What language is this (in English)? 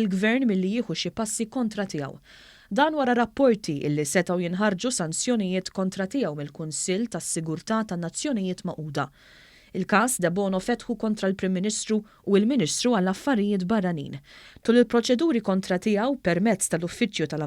Maltese